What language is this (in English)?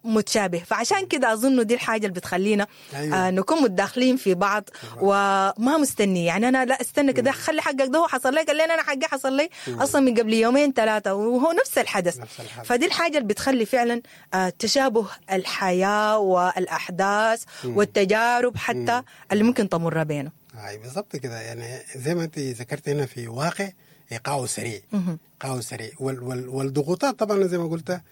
Sudanese Arabic